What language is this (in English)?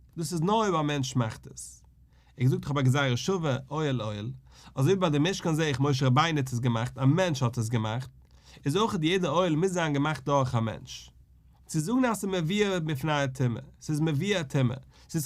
Yiddish